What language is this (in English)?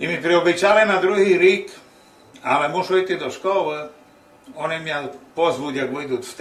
Rusyn